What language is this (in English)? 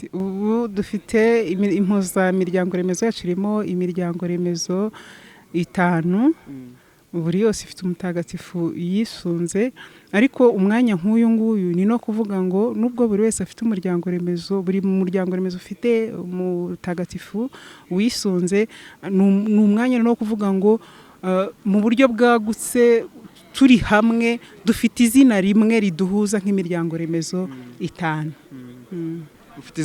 Kinyarwanda